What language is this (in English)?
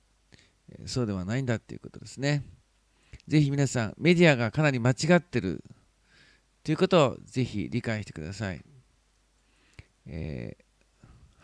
Japanese